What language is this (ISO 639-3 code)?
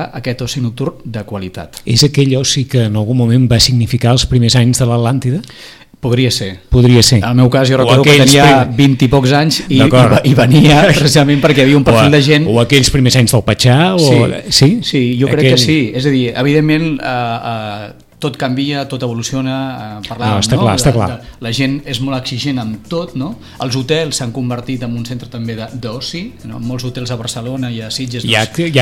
cat